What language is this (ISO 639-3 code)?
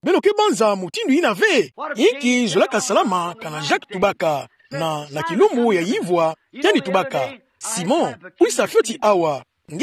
ktu